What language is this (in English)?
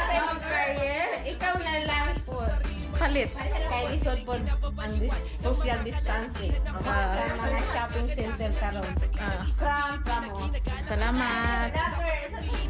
Cebuano